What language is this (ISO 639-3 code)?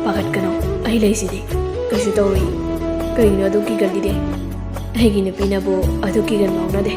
mni